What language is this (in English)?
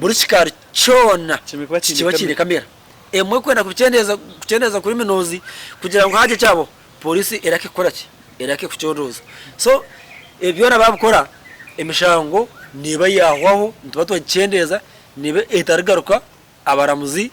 Nyankole